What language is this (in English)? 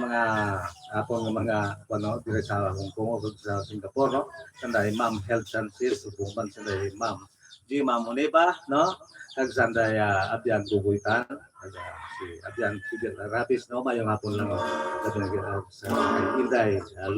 Hiligaynon